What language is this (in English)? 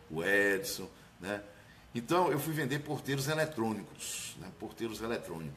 Portuguese